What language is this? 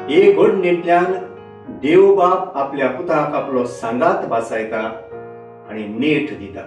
Konkani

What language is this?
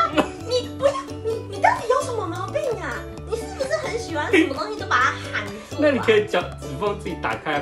Chinese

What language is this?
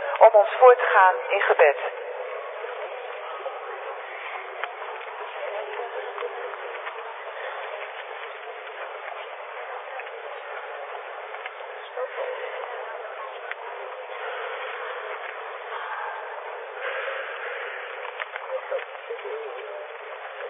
Dutch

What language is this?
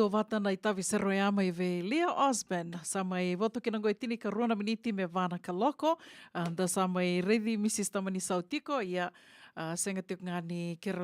Fijian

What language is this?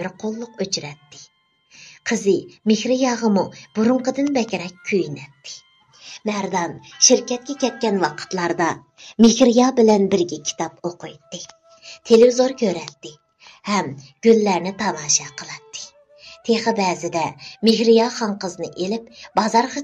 Uyghur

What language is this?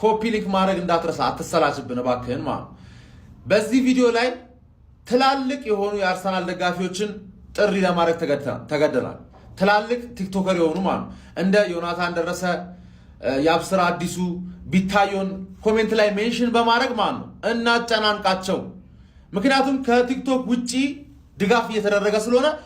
Amharic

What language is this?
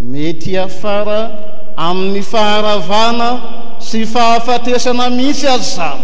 Malagasy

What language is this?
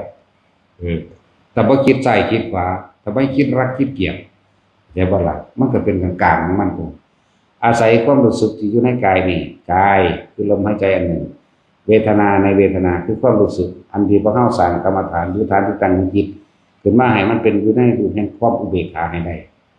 Northeastern Thai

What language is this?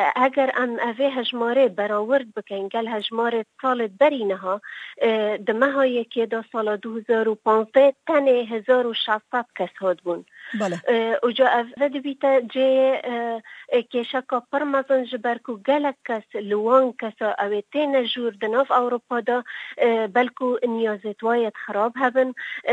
Kurdish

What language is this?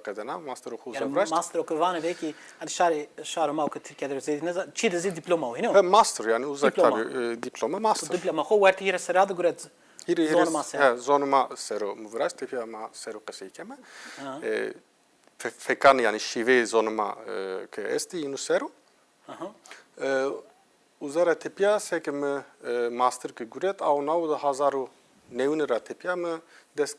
Zaza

